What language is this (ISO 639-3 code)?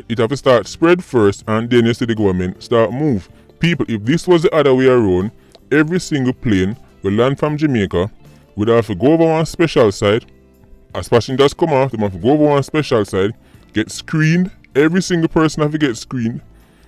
jam